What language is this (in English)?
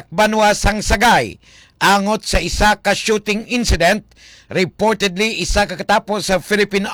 Hiligaynon